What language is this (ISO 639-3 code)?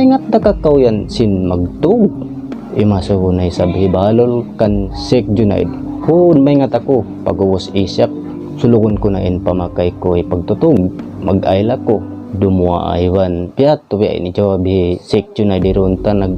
tsg